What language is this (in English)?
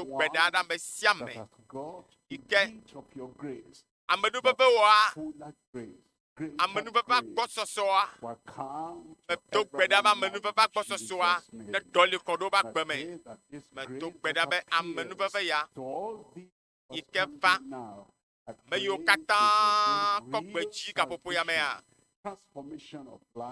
Ewe